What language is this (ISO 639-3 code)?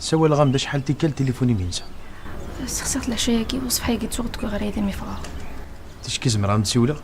kab